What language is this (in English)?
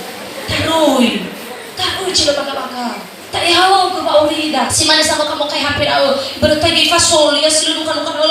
Nias